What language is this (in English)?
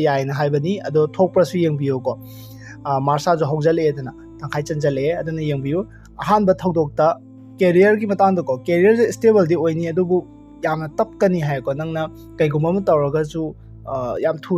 Manipuri